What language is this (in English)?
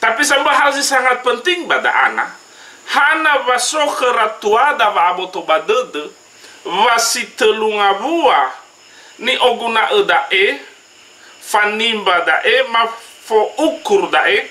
Nias